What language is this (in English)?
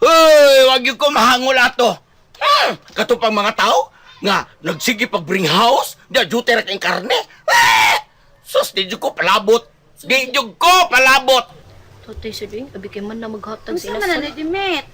Cebuano